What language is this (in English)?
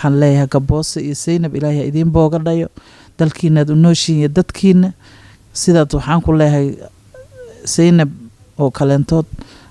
Somali